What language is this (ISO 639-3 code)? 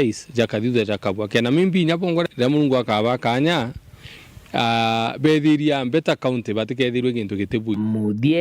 mer